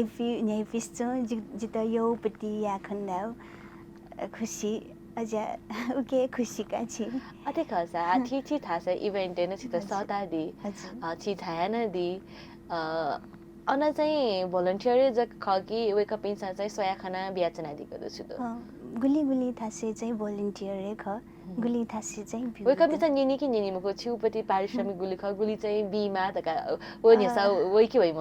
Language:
Newari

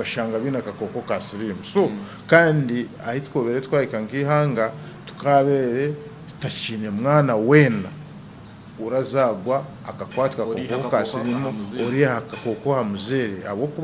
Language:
Nyankole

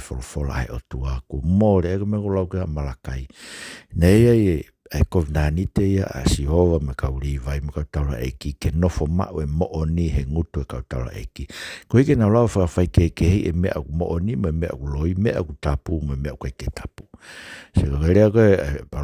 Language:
Tongan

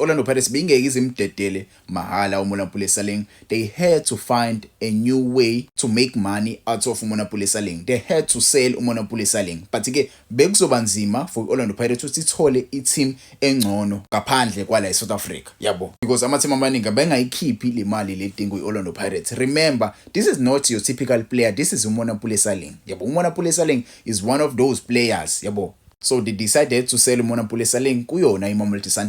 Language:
Zulu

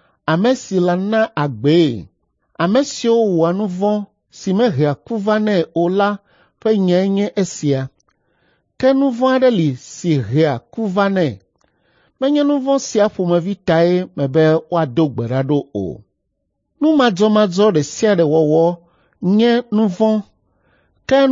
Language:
Ewe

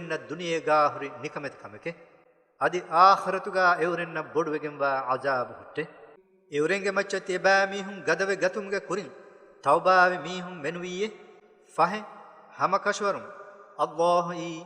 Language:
Divehi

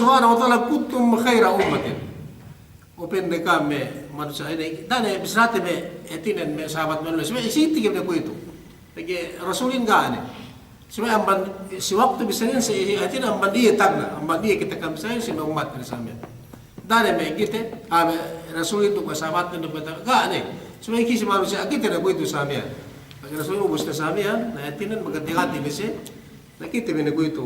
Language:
Yakan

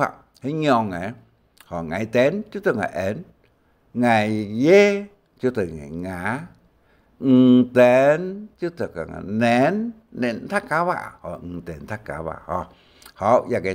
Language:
Hakka Chinese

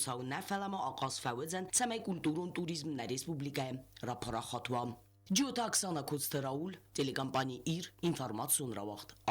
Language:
Ossetic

